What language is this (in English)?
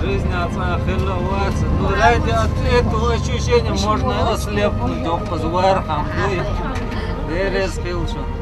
Chechen